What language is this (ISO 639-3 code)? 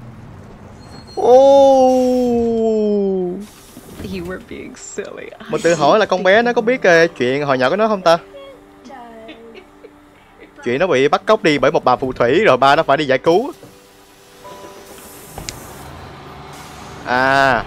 vie